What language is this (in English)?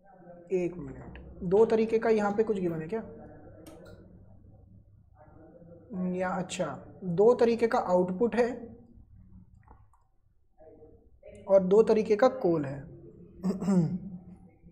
Hindi